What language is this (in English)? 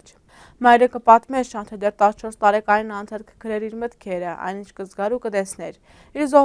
Armenian